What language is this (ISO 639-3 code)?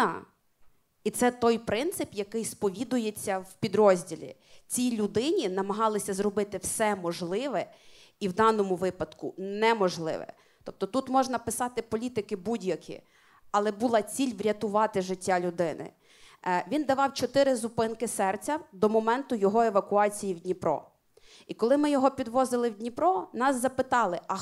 ukr